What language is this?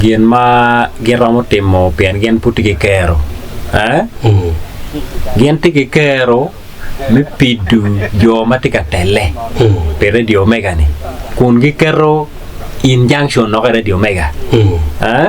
Acoli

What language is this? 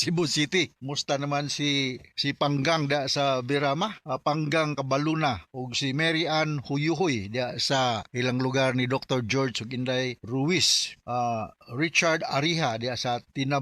Cebuano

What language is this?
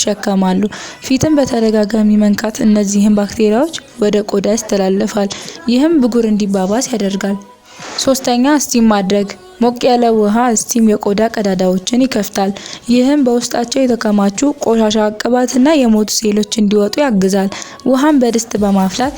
Amharic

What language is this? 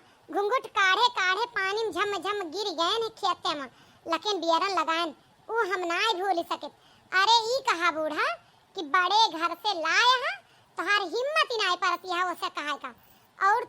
Awadhi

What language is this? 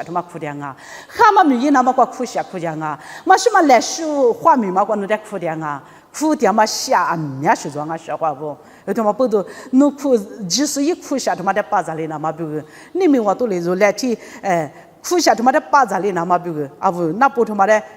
Lisu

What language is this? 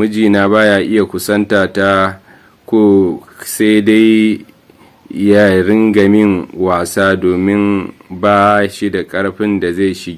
Hausa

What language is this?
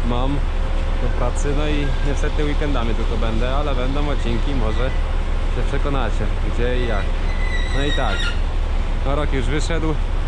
Polish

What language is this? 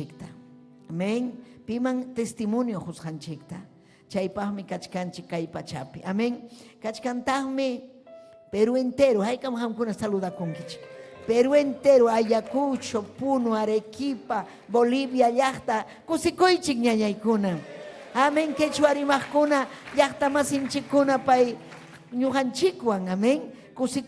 Ayacucho Quechua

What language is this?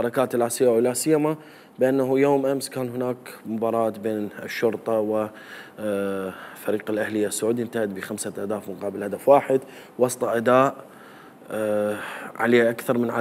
Mesopotamian Arabic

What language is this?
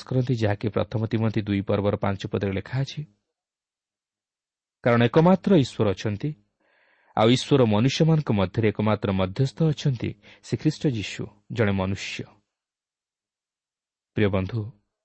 Odia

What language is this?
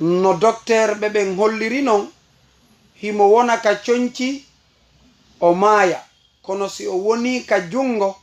Fula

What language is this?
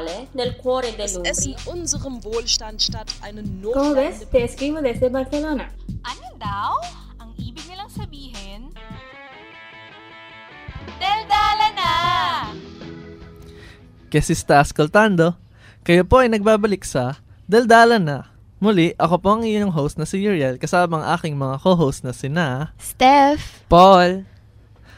Filipino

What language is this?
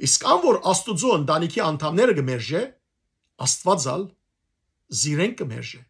Western Armenian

